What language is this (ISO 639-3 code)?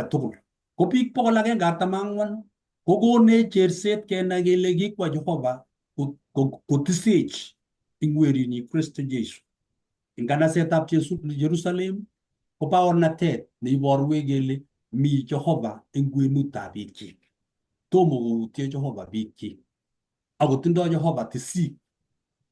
kln